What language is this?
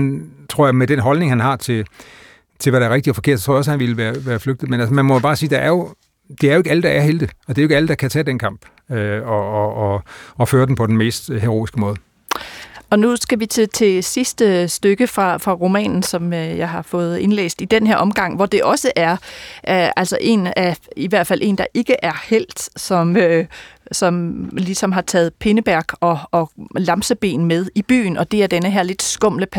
Danish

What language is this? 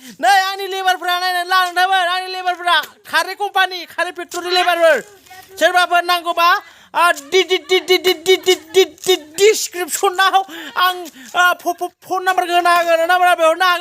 Bodo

